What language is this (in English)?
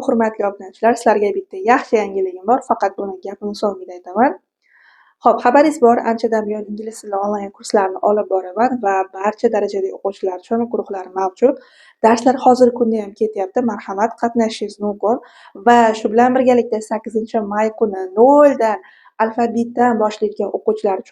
Uzbek